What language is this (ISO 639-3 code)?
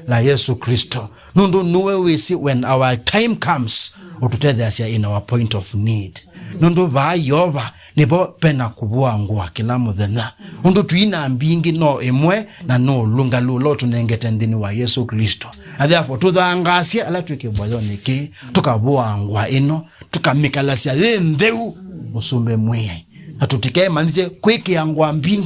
kam